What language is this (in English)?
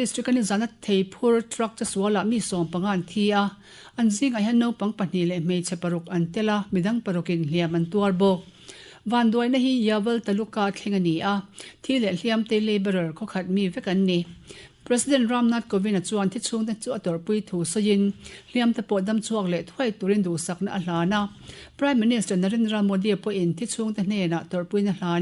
Mizo